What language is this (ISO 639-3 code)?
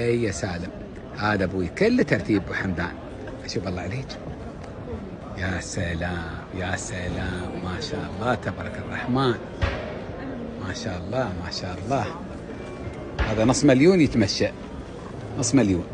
afb